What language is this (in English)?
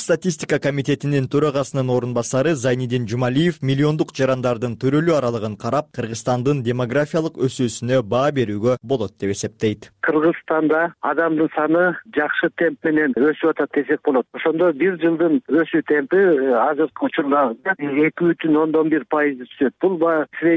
Kyrgyz